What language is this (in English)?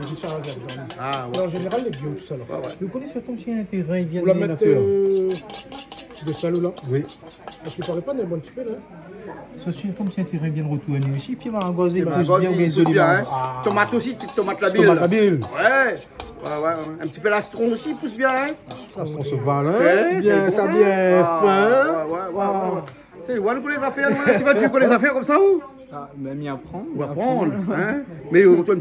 Réunion Creole French